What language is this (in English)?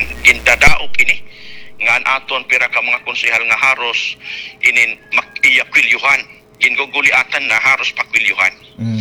Waray